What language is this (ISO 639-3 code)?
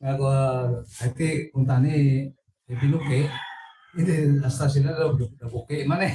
hil